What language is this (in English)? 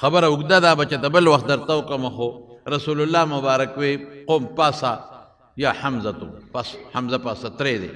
Pashto